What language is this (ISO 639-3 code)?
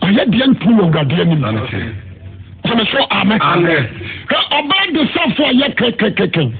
aka